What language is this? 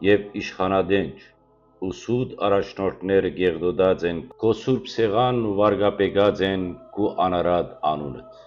Western Armenian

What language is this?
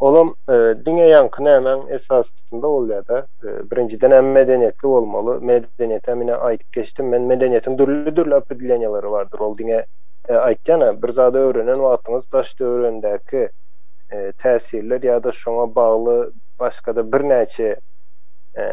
Turkmen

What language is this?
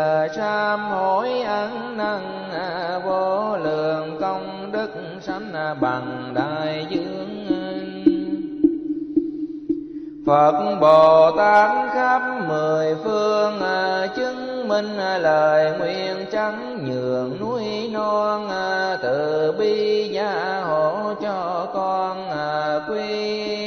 Vietnamese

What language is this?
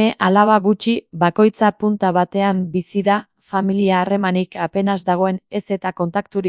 Basque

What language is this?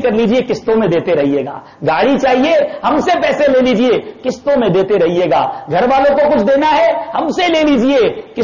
Urdu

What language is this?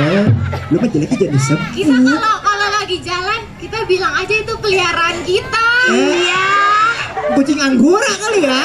Betawi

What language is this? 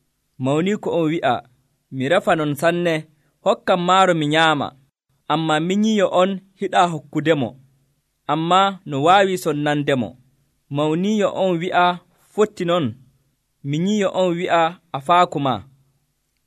Nigerian Fulfulde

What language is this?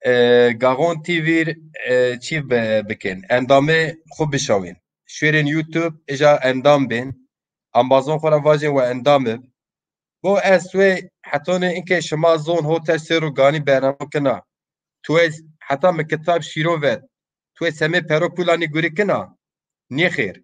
Zaza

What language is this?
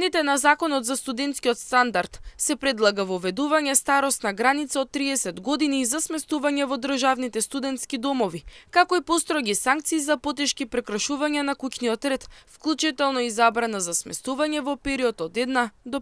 Macedonian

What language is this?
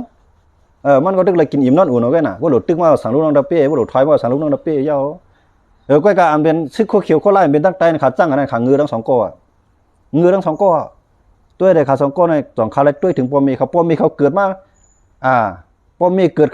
Shan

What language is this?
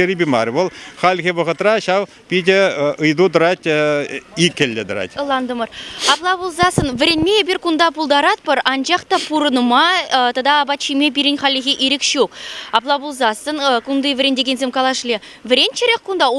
Chuvash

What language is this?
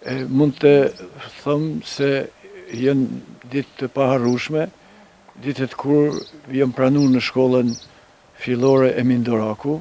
Albanian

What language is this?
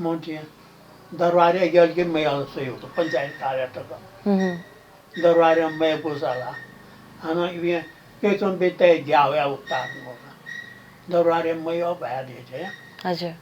Newari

